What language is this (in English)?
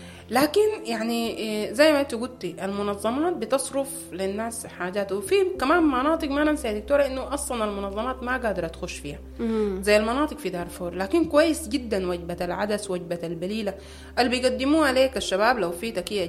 Sudanese Arabic